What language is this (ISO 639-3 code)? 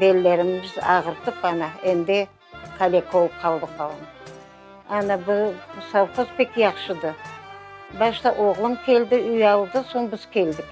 crh